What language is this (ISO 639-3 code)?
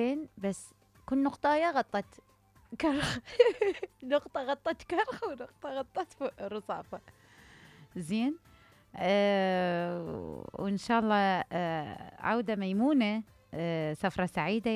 acm